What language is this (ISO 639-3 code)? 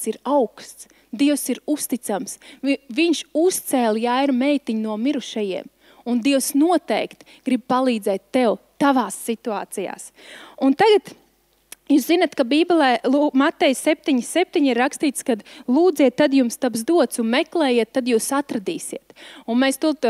lav